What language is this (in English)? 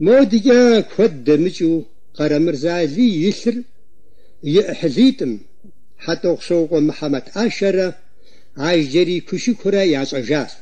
Kabardian